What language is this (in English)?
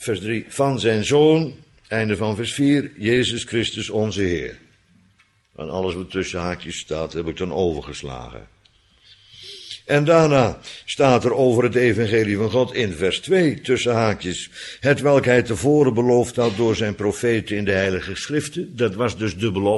Dutch